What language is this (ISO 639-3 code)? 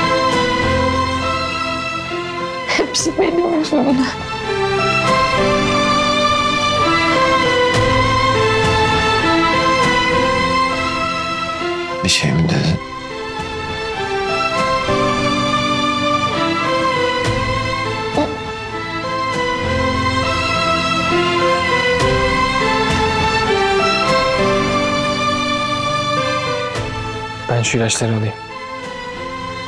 tur